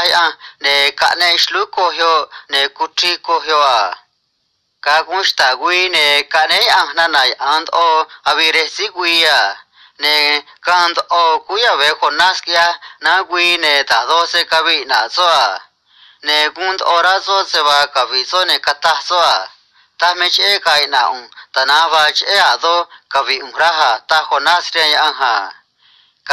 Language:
Copala Triqui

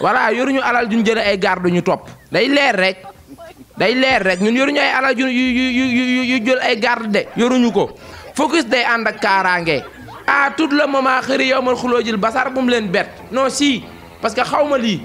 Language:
Wolof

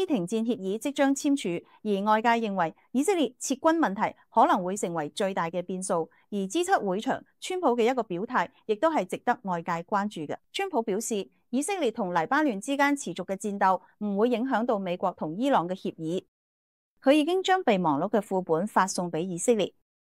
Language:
Cantonese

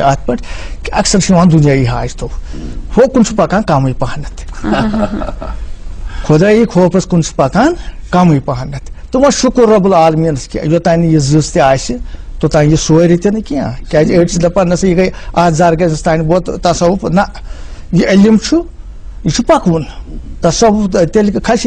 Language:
Kashmiri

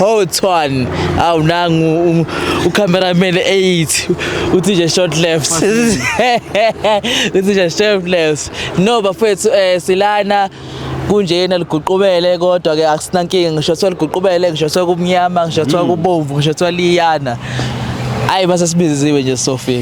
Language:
Zulu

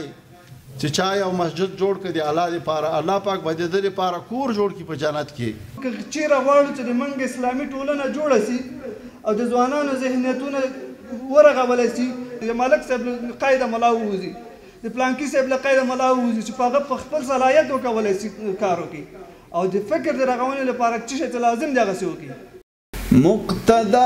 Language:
Pashto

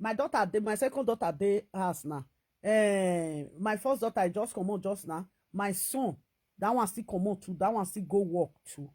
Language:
Nigerian Pidgin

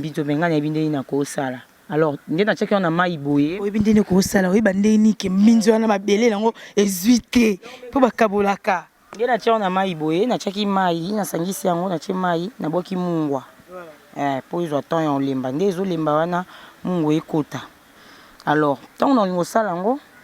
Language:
Lingala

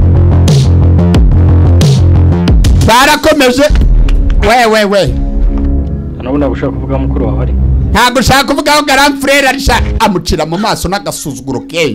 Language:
Kinyarwanda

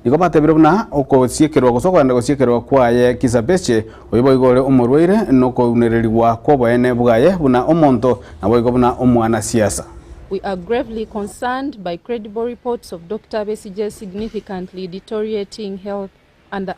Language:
Gusii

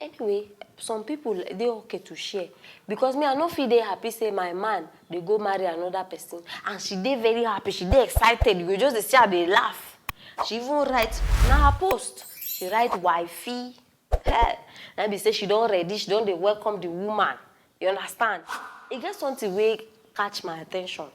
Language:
Nigerian Pidgin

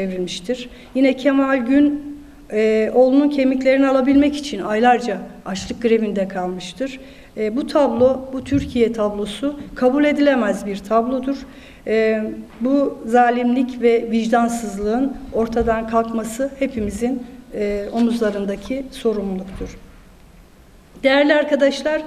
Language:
Turkish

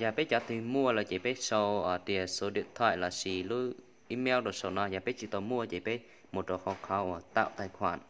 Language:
Hmong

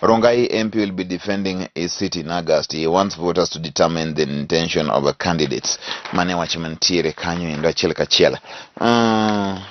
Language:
Luo (Kenya and Tanzania)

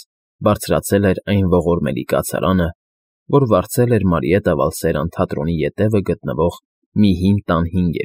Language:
Armenian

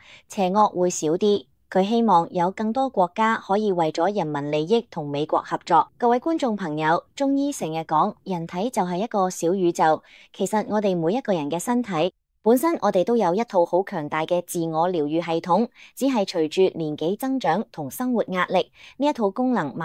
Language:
Cantonese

